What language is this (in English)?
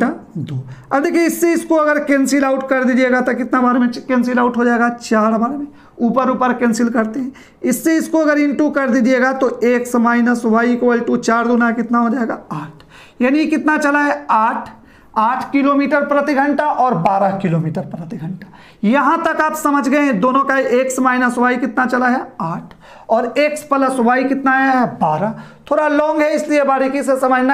Hindi